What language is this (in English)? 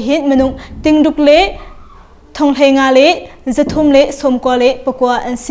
Hakha Chin